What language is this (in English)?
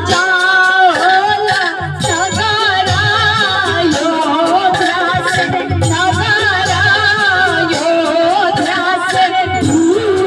Maithili